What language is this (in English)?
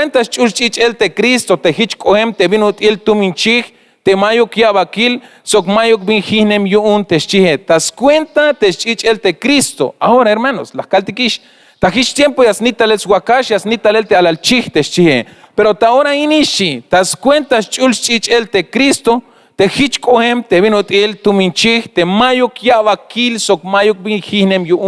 Tzeltal